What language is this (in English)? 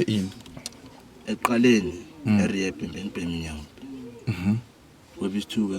Zulu